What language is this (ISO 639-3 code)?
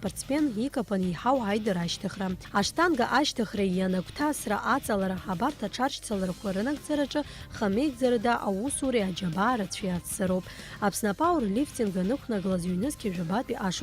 abk